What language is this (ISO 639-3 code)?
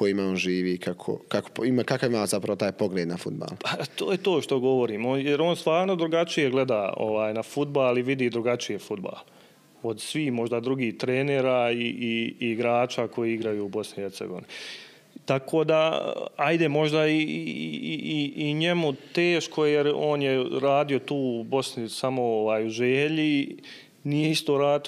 bos